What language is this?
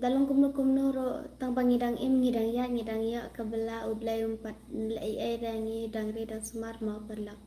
Khasi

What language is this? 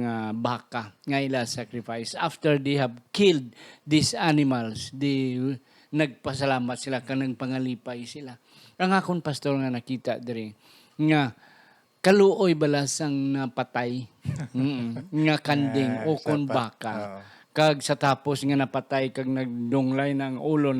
Hiligaynon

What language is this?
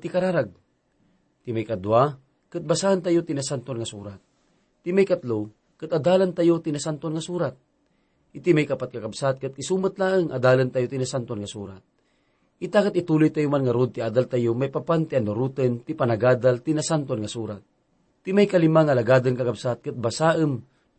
Iloko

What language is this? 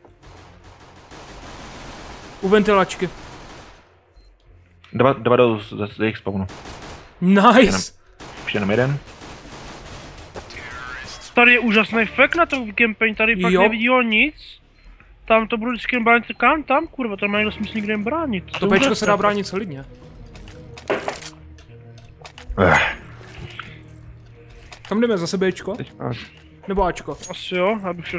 Czech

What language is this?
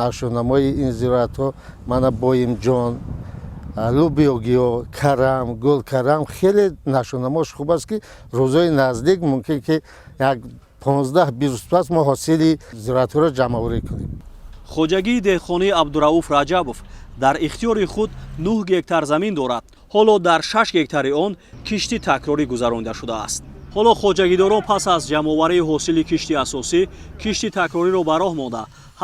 Tajik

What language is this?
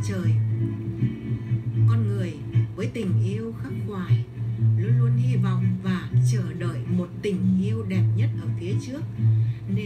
Vietnamese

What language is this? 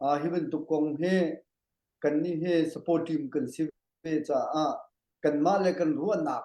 Hakha Chin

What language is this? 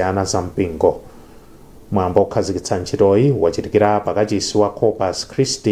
Nyanja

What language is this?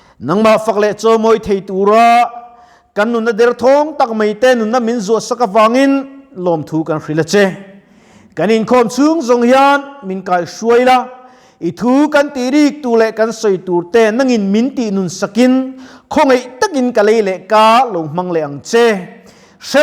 Mizo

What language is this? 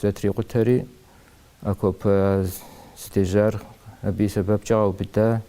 Kabardian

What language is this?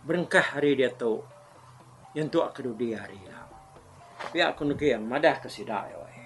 Iban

